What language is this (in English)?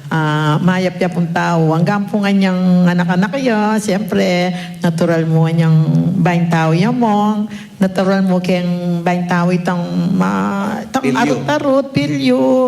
Pampanga